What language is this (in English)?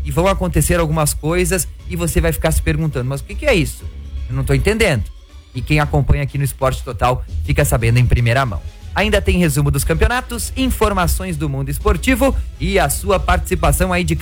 Portuguese